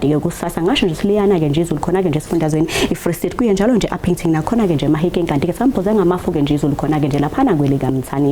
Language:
Zulu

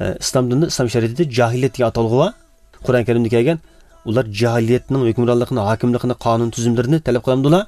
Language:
Uyghur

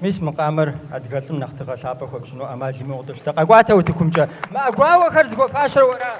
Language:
Kabardian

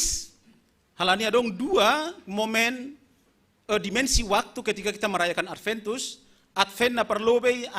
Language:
Batak Simalungun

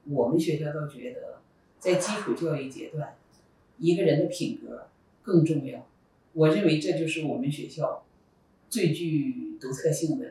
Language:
Chinese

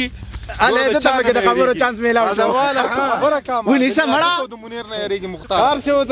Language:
Pashto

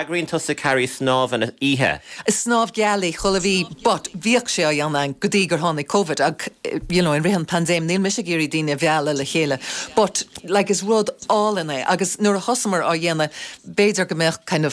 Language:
Irish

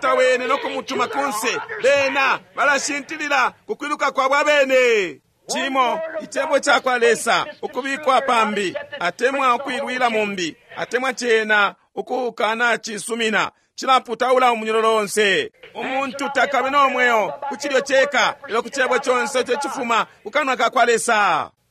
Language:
Bemba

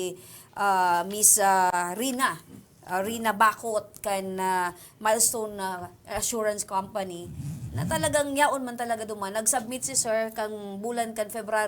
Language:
Bikol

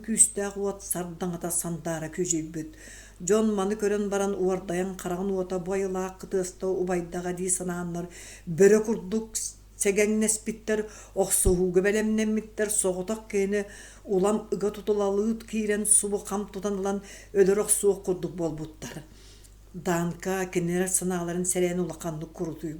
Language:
Yakut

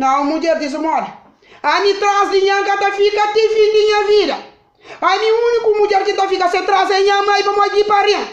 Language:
Kabuverdianu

